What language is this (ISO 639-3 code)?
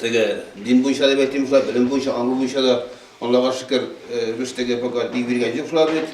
tat